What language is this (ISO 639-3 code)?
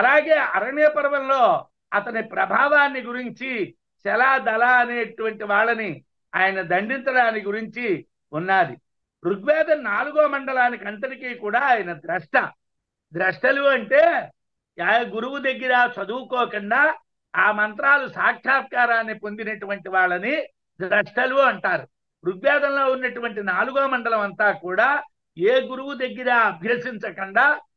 tel